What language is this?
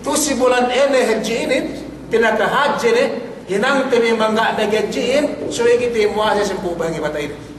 Yakan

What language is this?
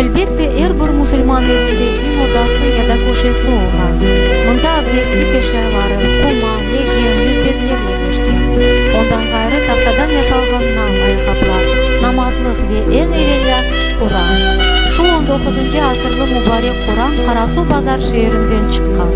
Crimean Tatar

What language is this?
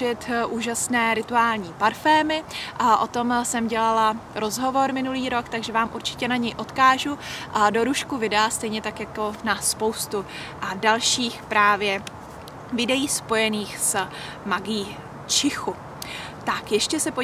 Czech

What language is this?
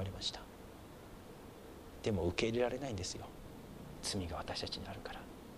Japanese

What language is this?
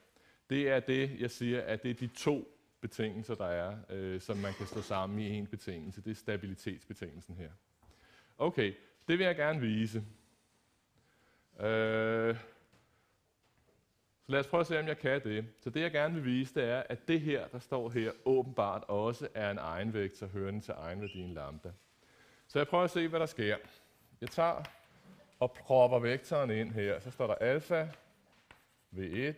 Danish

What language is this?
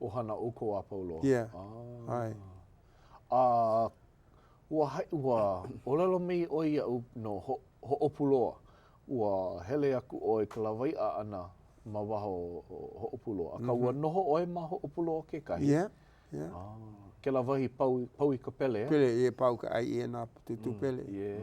Hawaiian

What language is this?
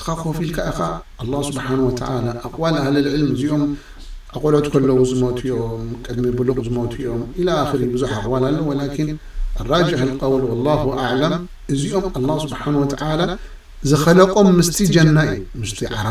Tigrinya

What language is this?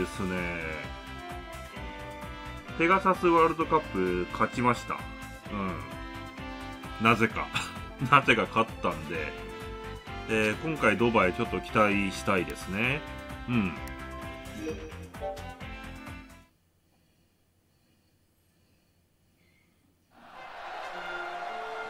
Japanese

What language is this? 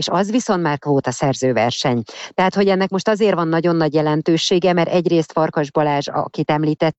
Hungarian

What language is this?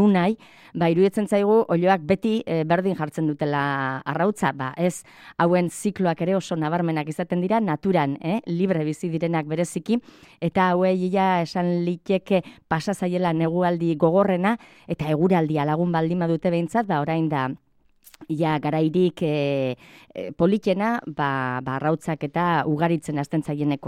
Basque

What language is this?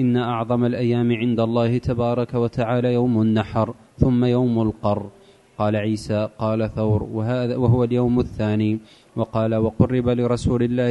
Arabic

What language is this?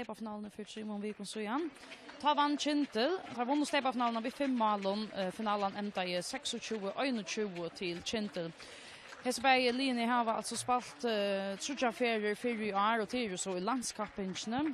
Faroese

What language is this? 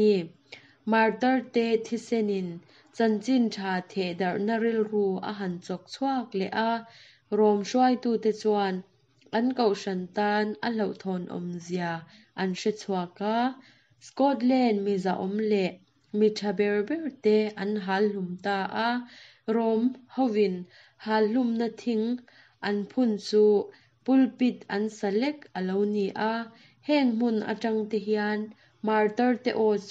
Mizo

